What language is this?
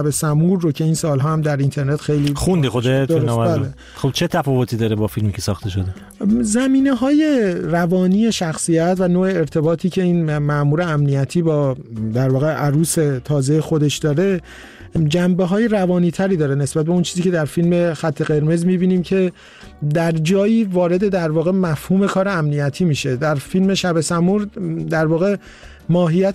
Persian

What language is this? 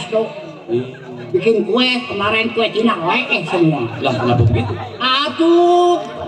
Betawi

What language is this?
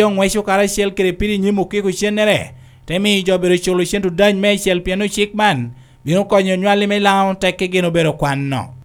Lango (Uganda)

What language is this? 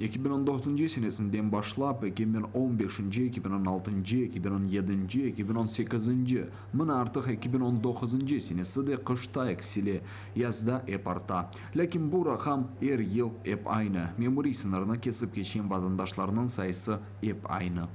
Crimean Tatar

